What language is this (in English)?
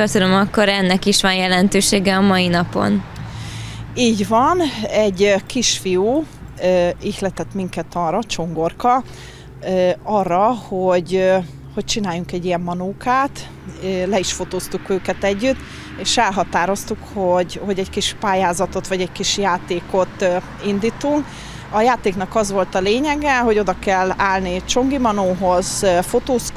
Hungarian